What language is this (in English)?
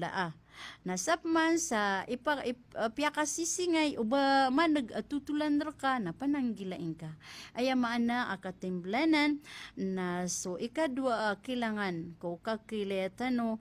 Maranao